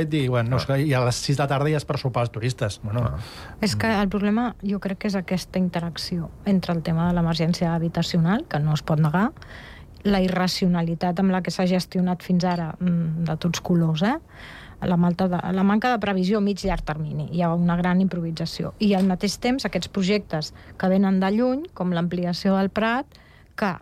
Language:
Catalan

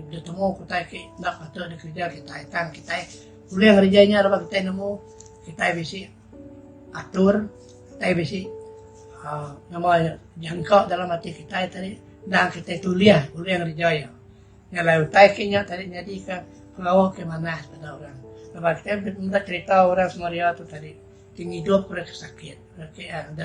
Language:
Iban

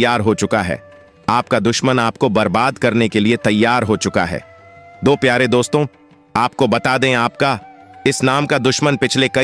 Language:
Hindi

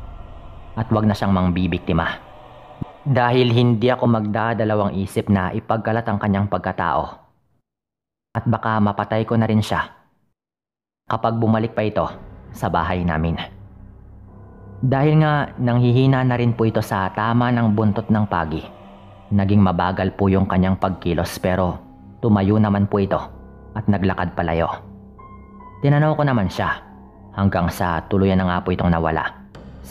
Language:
Filipino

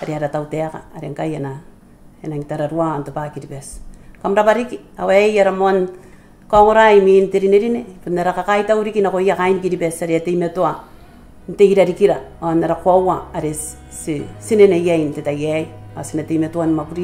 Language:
Gilbertese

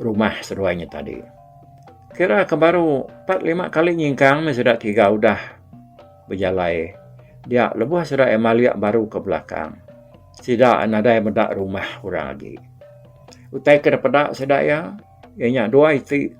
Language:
Iban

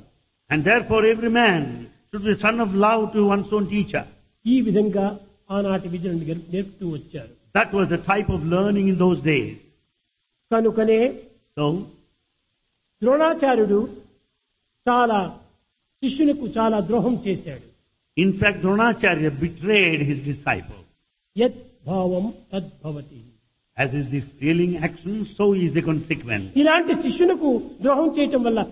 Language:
Telugu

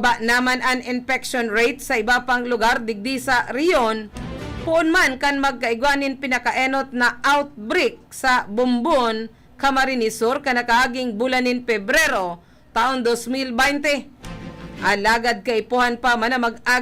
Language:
Bikol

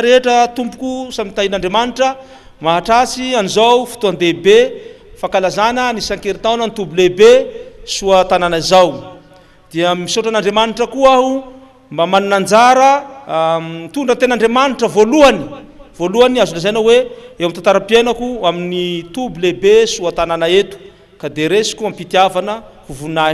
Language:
Malagasy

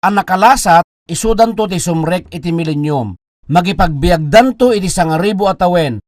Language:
Iloko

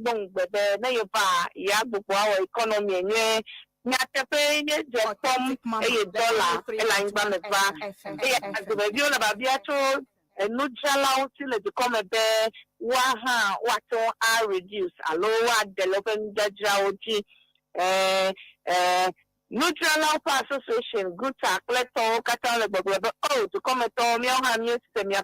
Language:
Ewe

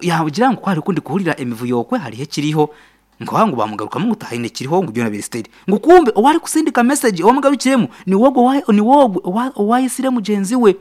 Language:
Nyankole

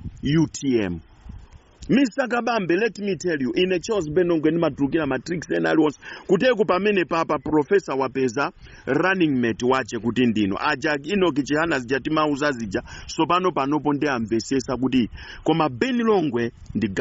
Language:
Nyanja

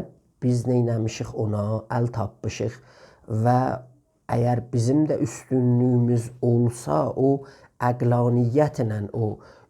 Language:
South Azerbaijani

